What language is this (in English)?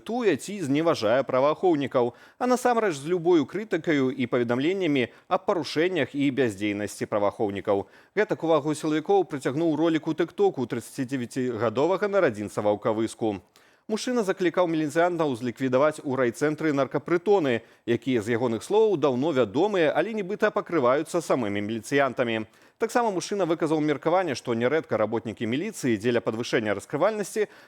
Belarusian